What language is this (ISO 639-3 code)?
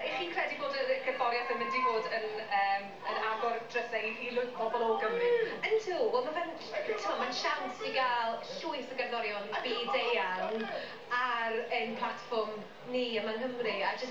cym